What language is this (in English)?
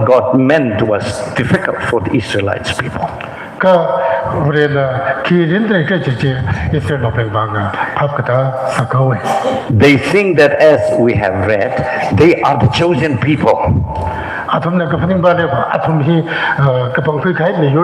Tangkhul Naga (India)